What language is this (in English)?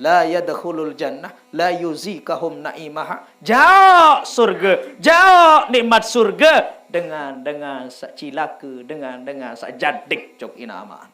Sasak